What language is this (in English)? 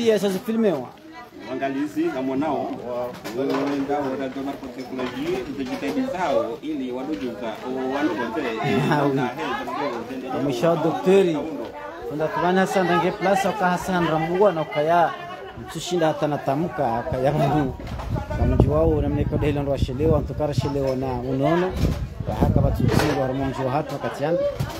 Swahili